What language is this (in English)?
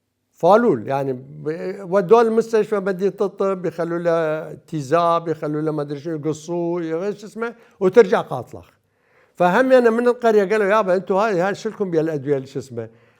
Mesopotamian Arabic